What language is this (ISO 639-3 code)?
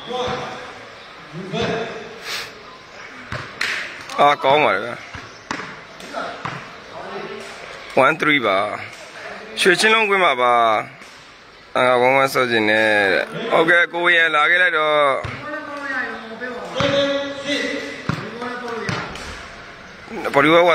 mya